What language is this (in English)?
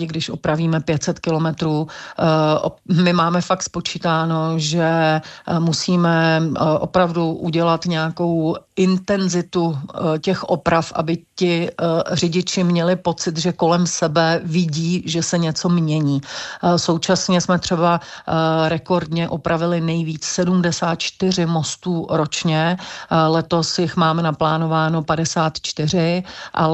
Czech